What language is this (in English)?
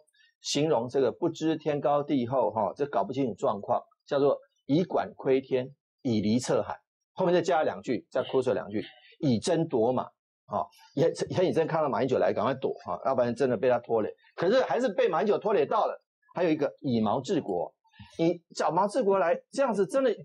Chinese